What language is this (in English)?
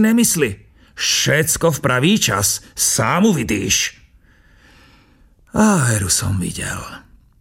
Slovak